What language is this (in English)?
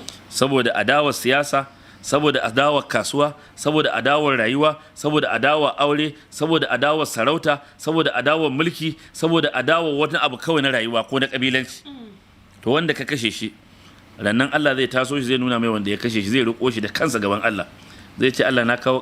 Hausa